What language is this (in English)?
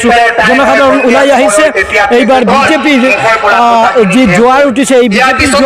Assamese